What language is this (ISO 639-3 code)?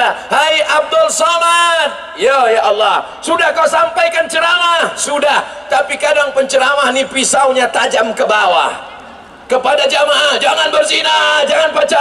min